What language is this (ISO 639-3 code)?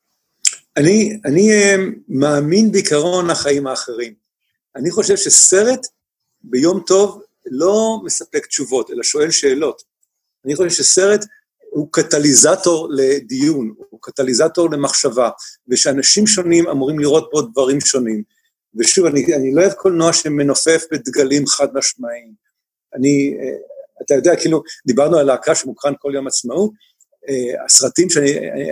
heb